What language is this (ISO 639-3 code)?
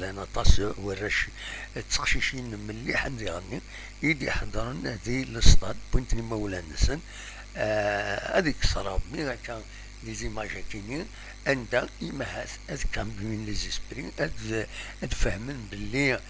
kab